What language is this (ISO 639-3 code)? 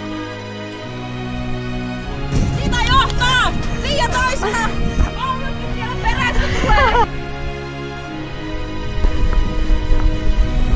fin